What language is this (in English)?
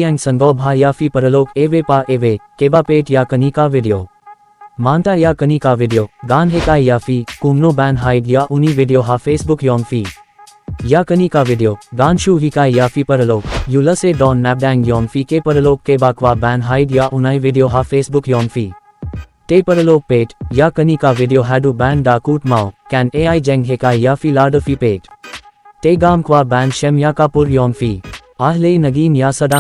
Khasi